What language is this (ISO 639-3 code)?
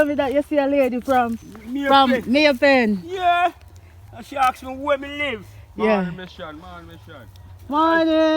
jam